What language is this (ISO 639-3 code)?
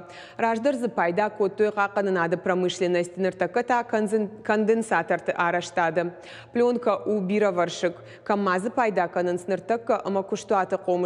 oss